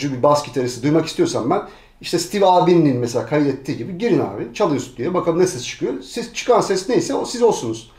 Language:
Turkish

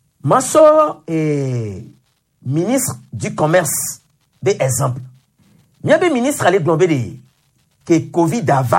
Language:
Gen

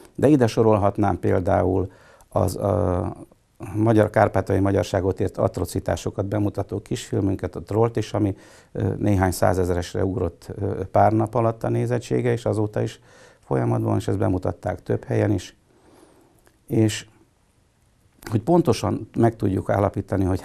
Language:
Hungarian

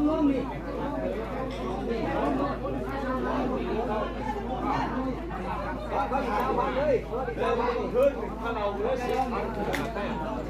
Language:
Northeastern Thai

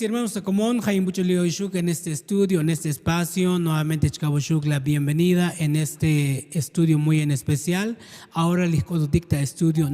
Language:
Tzotzil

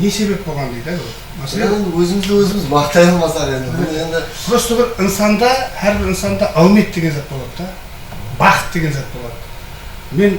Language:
Kara-Kalpak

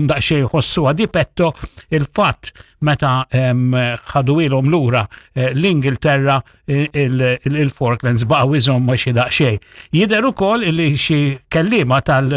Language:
Maltese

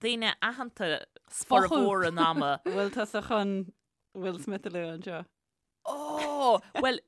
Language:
Irish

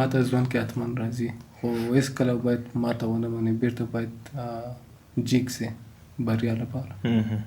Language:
Pashto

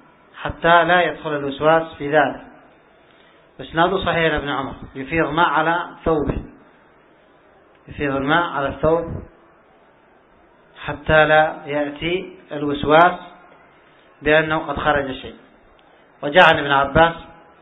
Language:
Arabic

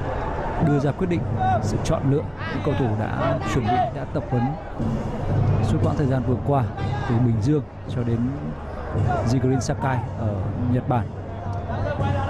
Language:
Vietnamese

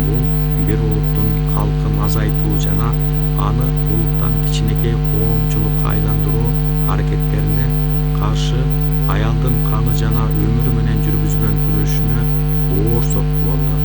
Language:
Kyrgyz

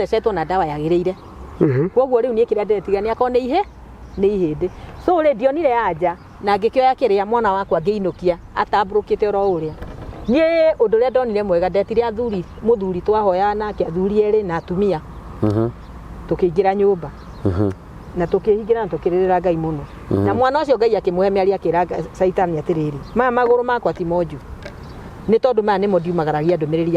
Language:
Kikuyu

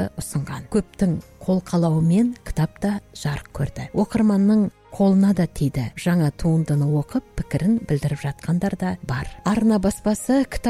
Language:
Kazakh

